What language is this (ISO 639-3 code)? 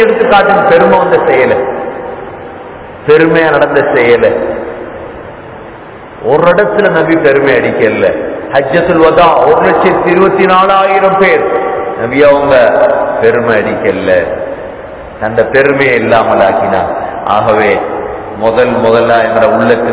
tam